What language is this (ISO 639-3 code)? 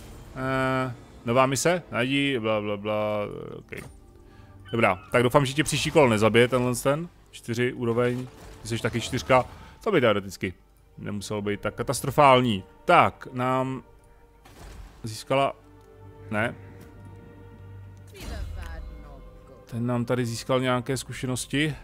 ces